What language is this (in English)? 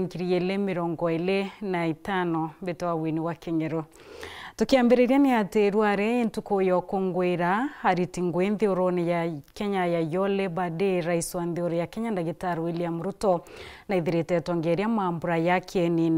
Meru